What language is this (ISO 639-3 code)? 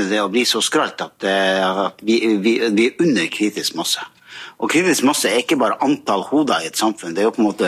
nor